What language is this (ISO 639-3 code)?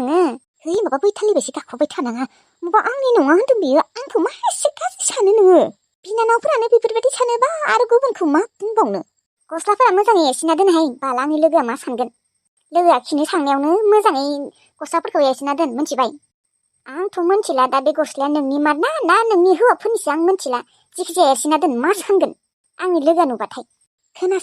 brx